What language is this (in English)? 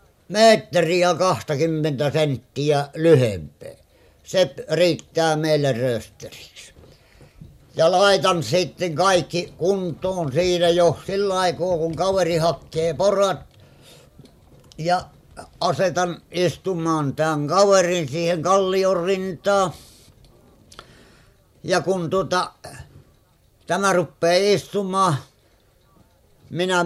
Finnish